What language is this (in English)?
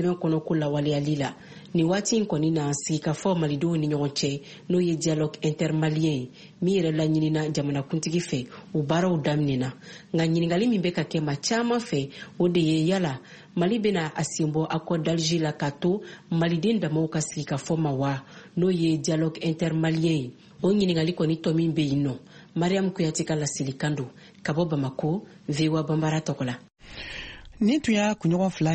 Bambara